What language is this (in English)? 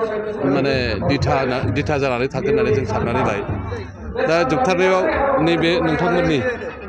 Bodo